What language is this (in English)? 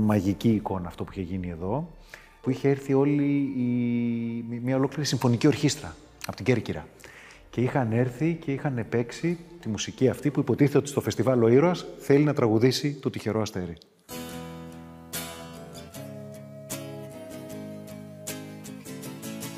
Greek